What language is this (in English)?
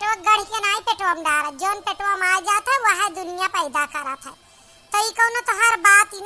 Awadhi